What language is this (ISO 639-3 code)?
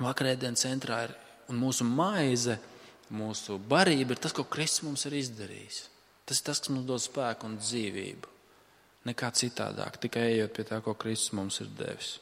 lav